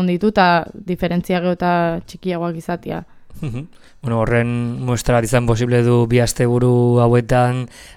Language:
Basque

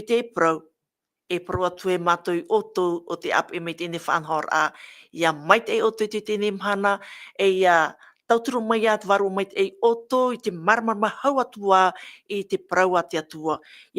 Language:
Tahitian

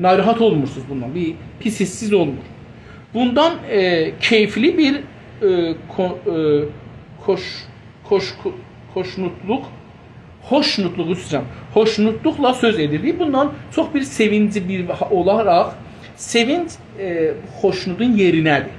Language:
South Azerbaijani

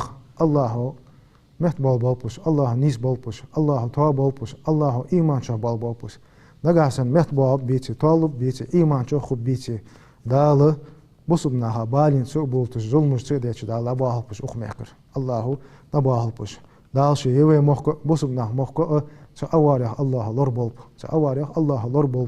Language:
Ingush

